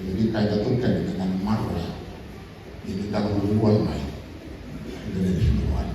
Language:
Fijian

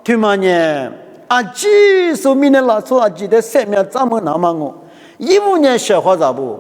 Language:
Lisu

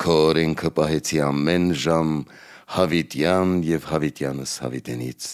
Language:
Armenian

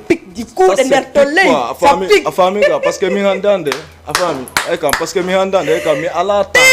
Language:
Fula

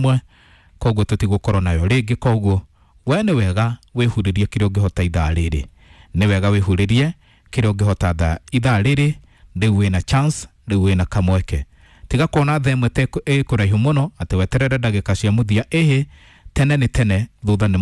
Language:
Kikuyu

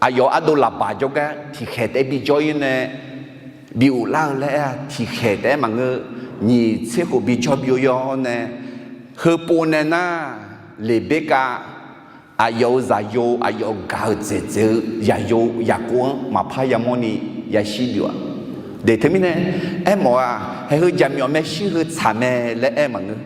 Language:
Akha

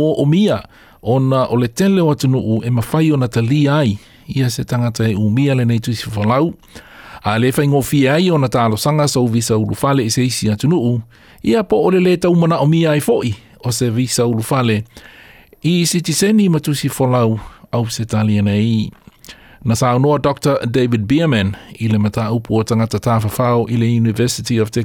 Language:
Samoan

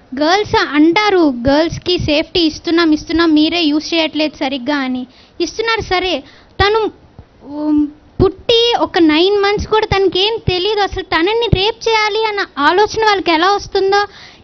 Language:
Telugu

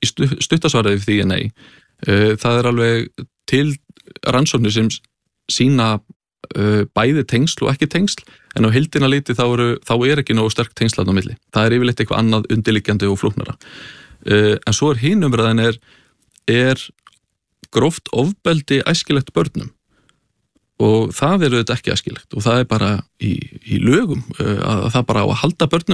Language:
Icelandic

